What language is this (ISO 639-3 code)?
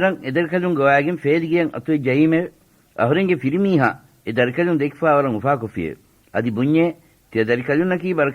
div